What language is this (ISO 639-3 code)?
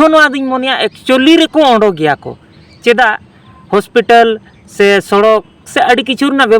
sat